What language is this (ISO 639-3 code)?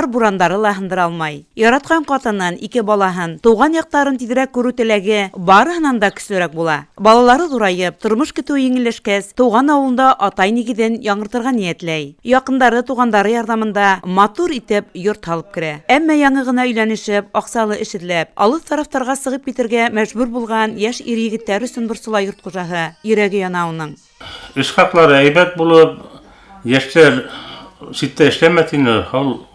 bak